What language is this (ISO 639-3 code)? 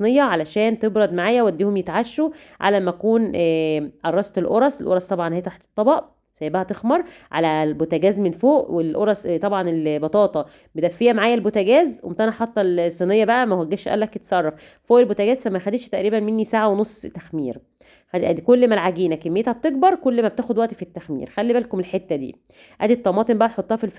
arz